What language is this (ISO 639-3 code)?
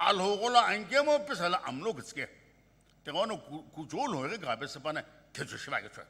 nsm